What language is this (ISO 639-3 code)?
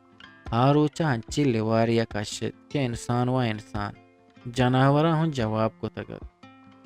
bgp